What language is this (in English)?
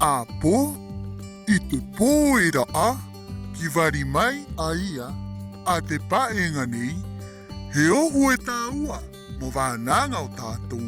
Rapanui